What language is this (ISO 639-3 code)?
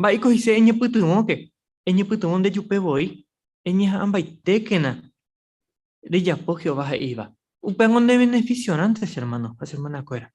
grn